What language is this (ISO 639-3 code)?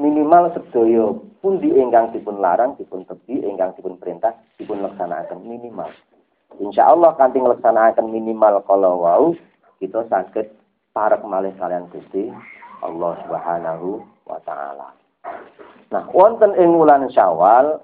jav